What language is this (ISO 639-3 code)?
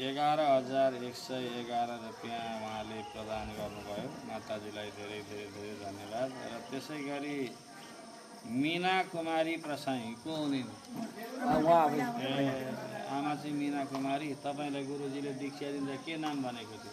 nep